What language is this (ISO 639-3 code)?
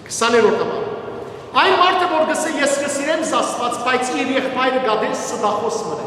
hyw